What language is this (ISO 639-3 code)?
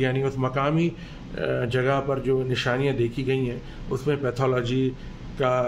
urd